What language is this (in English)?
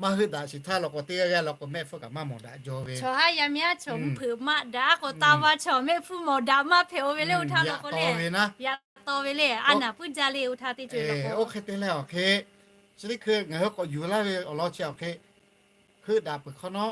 Lahu